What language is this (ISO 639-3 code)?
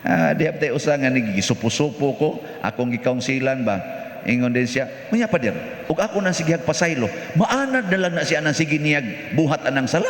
ceb